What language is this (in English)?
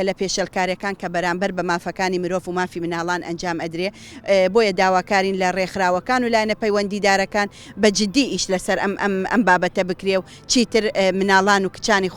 Central Kurdish